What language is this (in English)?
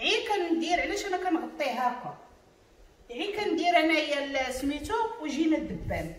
Moroccan Arabic